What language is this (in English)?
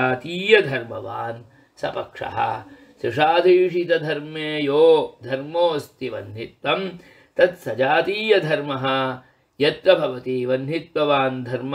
Sanskrit